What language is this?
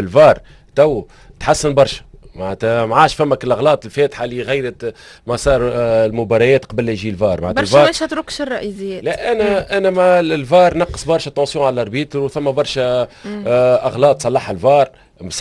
Tunisian Arabic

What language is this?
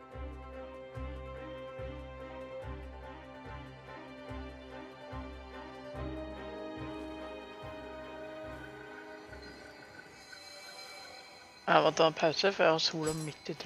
Norwegian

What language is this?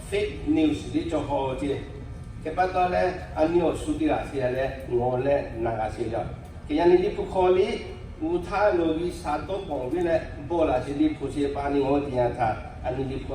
Lahu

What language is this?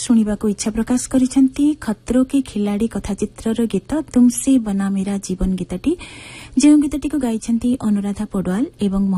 Odia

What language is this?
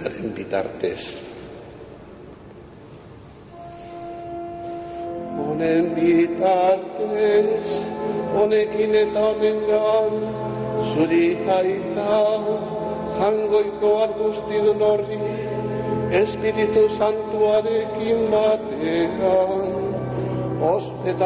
Basque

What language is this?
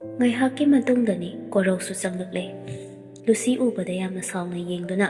Manipuri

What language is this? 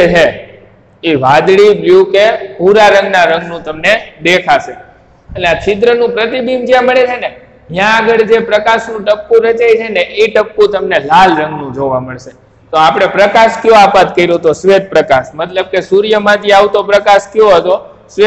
Gujarati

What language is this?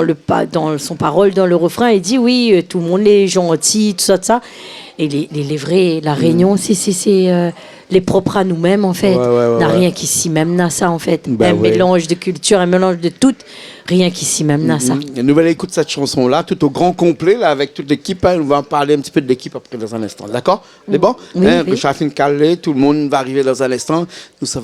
Réunion Creole French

